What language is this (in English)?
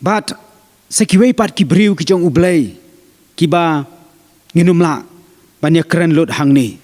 Khasi